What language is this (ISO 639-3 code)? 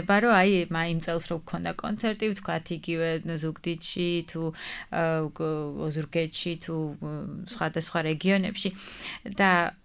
kat